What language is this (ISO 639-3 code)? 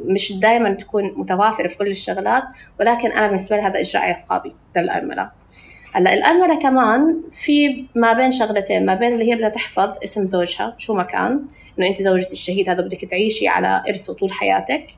apc